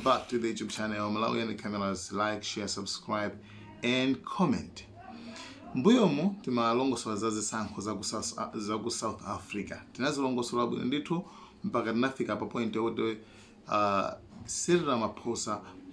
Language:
Nyanja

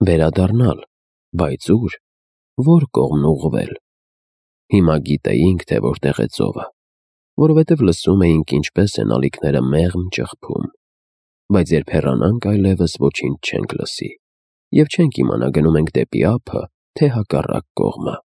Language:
Armenian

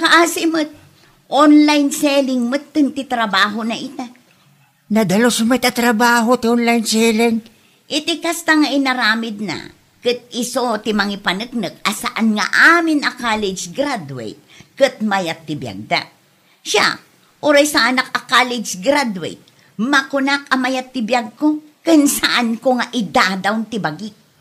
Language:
Iloko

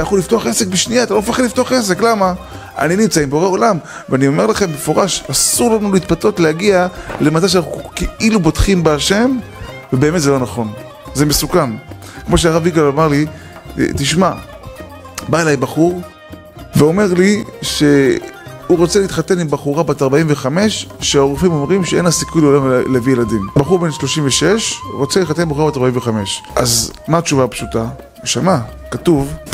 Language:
Hebrew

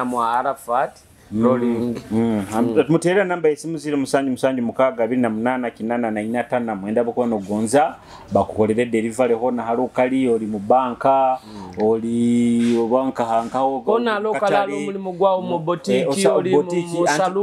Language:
Nyoro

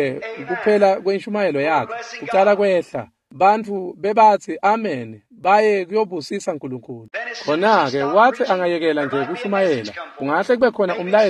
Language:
Swati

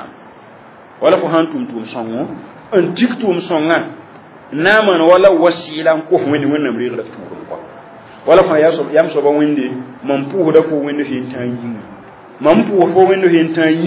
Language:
Mossi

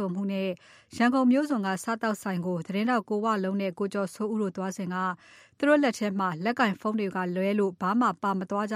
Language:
Burmese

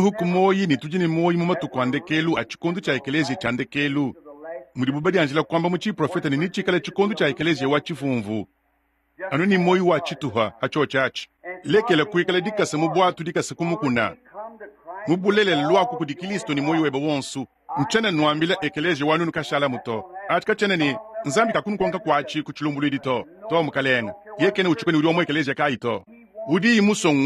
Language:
Luba-Lulua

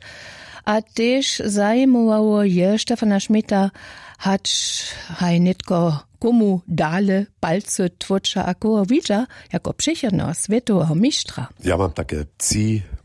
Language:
Upper Sorbian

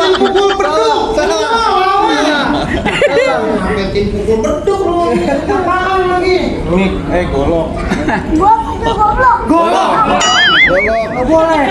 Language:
Betawi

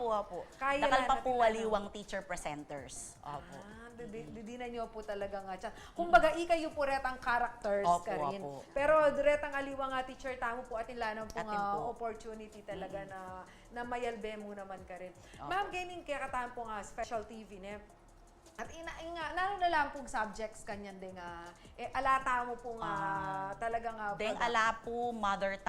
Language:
Pampanga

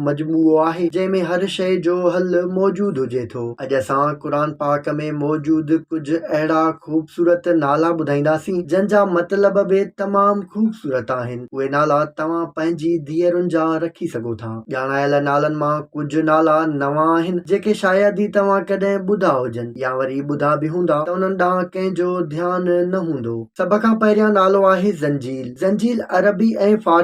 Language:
Sindhi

